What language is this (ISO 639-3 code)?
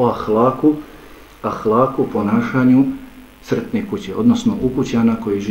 bos